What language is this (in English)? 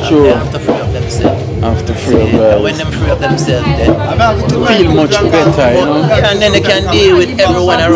Jamaican Creole English